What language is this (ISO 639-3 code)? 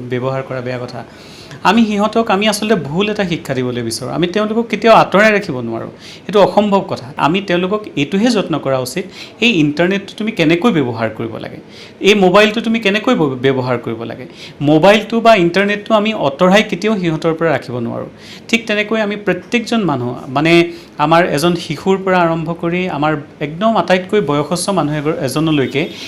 asm